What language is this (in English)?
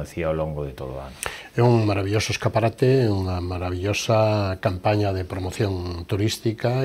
Galician